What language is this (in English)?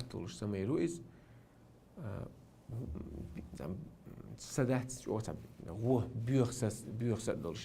Chechen